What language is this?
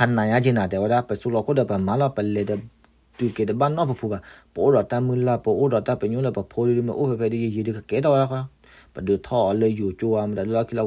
S'gaw Karen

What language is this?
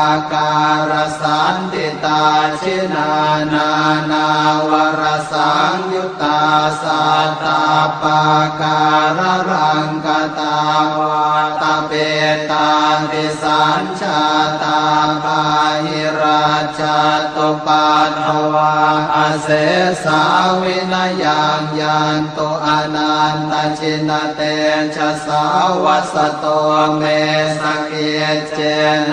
Pali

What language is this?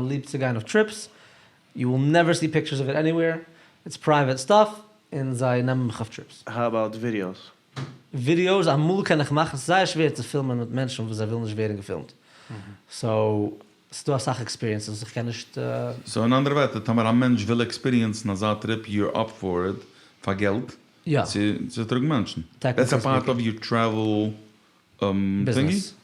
Yiddish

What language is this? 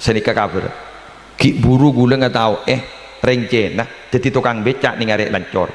Madurese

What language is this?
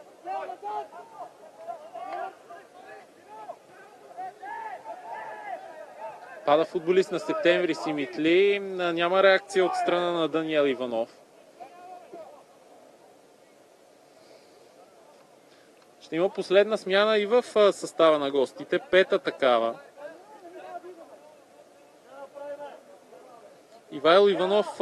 Bulgarian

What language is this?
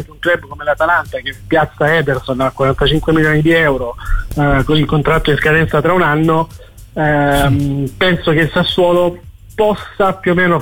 Italian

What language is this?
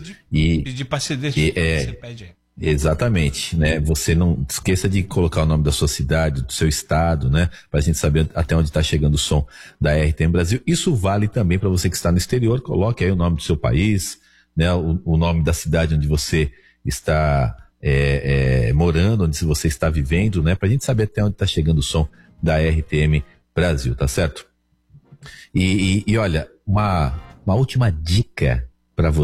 Portuguese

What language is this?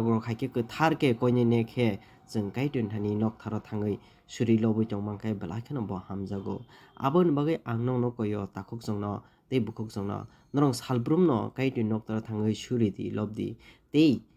Kok Borok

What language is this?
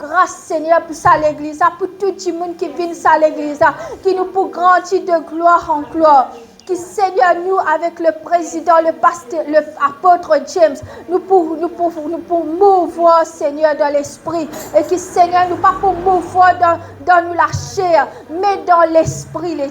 Morisyen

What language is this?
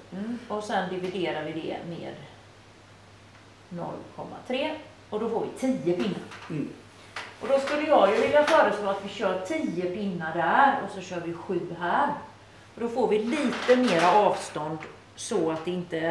Swedish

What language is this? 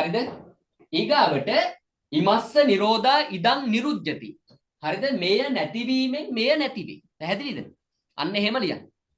Sinhala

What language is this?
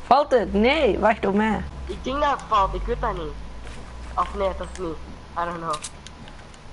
Dutch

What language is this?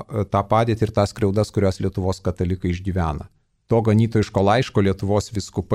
Lithuanian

